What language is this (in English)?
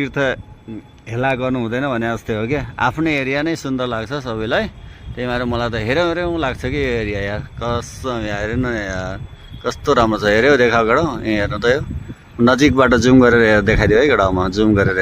Nepali